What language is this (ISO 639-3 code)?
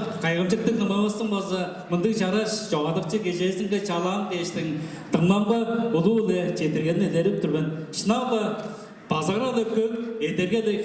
tyv